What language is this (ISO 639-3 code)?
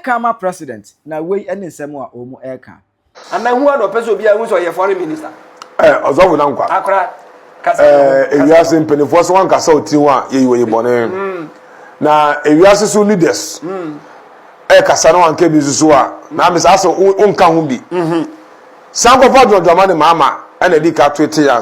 aka